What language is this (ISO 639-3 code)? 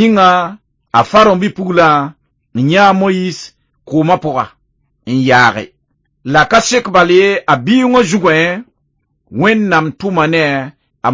mos